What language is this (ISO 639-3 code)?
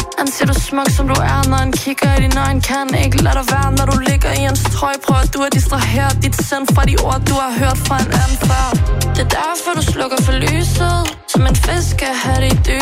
dan